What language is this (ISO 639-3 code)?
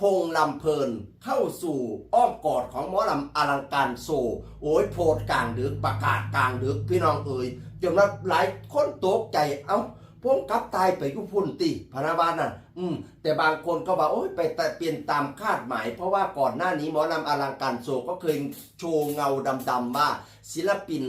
tts